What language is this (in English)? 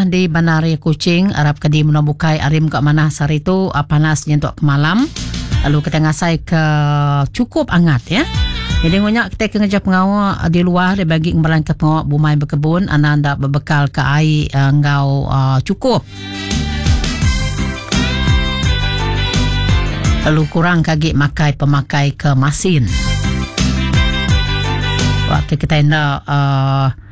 Iban